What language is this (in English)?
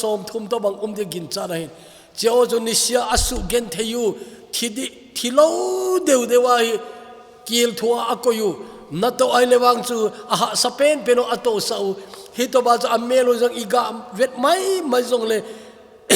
Thado Chin